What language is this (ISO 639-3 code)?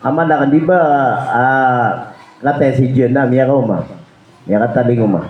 mrw